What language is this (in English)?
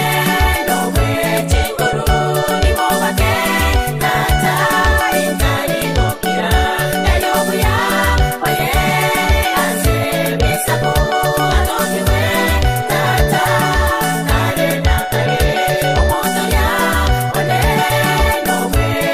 Gusii